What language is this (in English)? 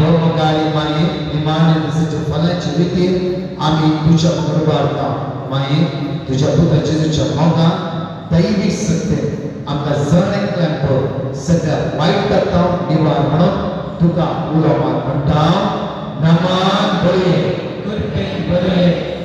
Konkani